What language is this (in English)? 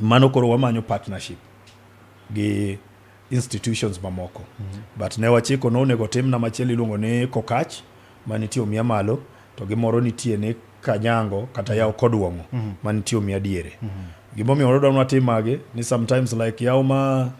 Luo (Kenya and Tanzania)